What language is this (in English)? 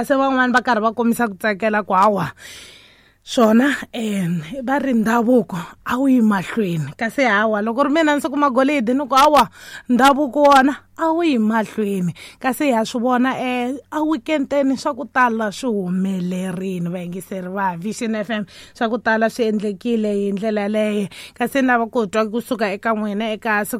Tsonga